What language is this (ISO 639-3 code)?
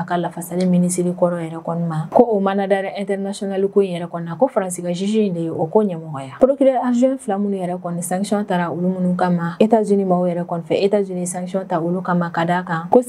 bam